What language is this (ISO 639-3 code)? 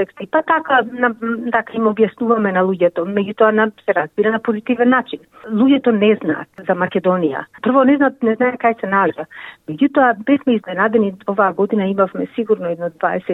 mkd